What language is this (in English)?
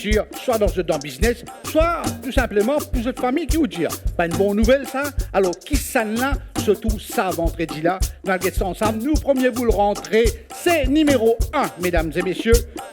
Morisyen